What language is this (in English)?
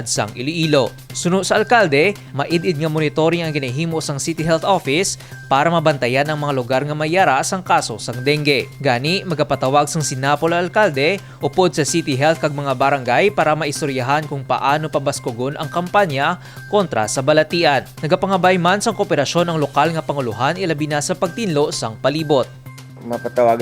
Hiligaynon